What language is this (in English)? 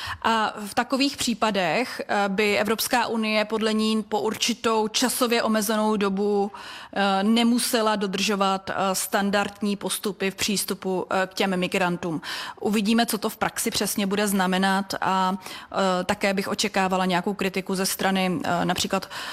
Czech